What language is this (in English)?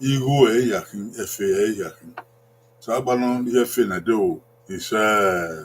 Bini